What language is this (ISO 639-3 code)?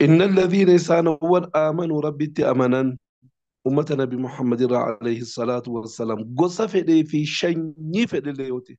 orm